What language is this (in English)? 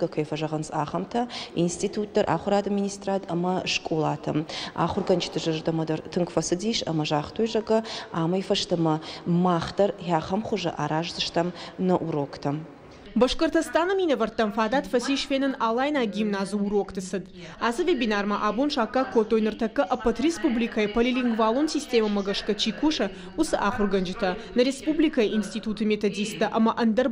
Ossetic